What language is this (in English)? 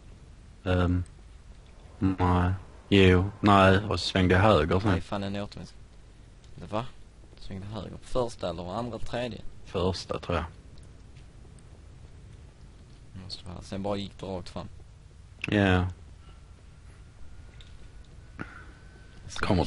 Swedish